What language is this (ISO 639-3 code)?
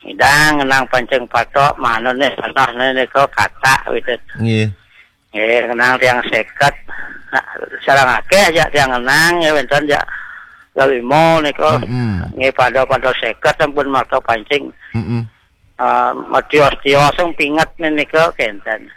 ban